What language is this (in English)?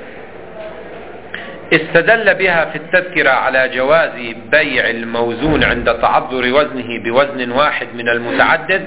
Arabic